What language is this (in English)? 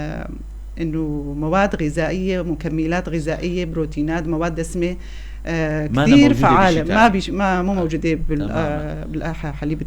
North Levantine Arabic